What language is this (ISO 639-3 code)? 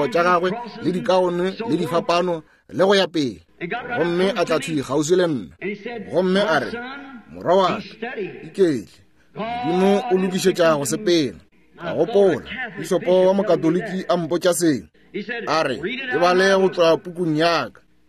nso